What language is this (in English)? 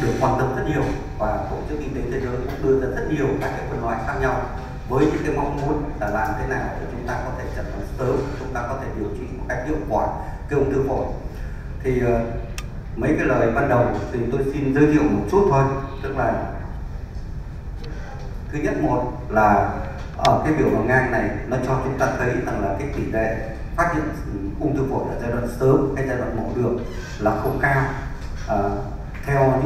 Vietnamese